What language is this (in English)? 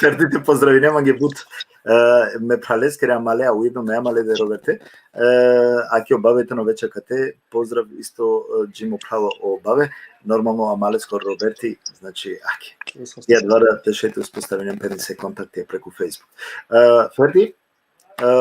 Balkan Romani